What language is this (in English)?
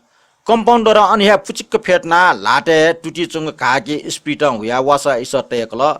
Newari